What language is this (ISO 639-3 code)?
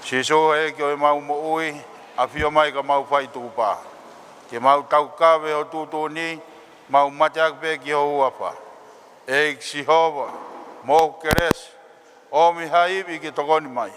ton